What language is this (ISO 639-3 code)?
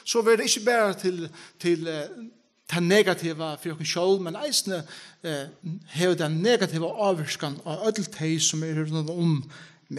fao